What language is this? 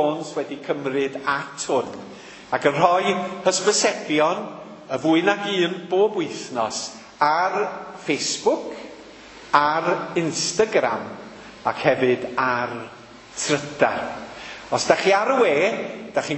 Welsh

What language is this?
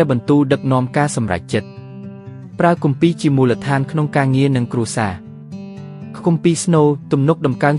Khmer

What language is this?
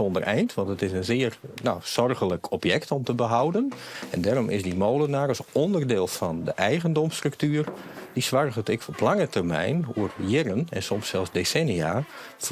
Western Frisian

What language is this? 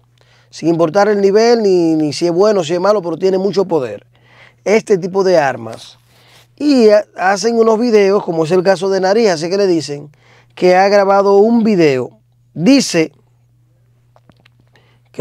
Spanish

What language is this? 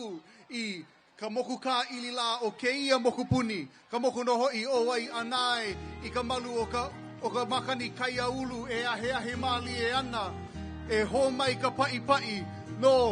Hawaiian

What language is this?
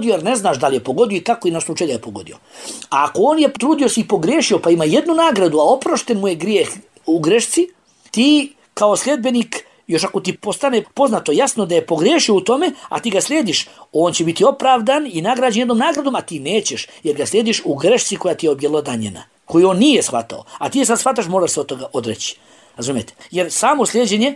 Bosnian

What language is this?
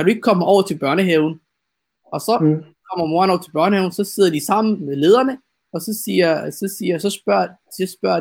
Danish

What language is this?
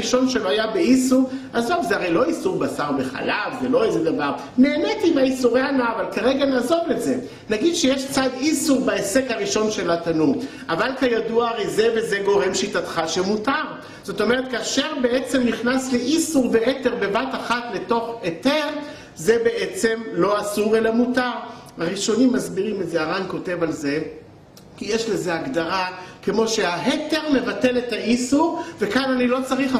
Hebrew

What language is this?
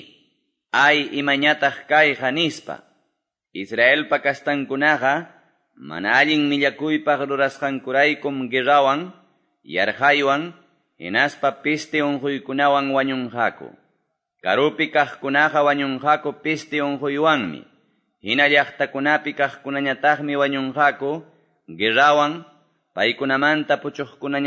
Quechua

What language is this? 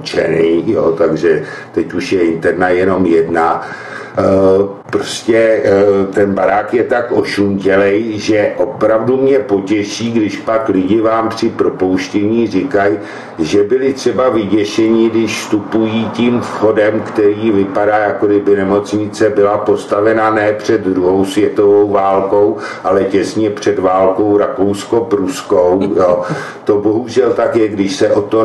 Czech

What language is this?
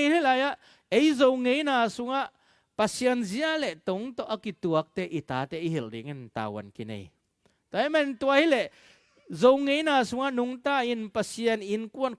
Tedim Chin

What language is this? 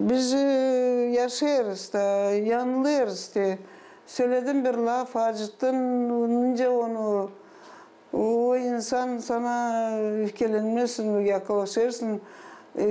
Gagauz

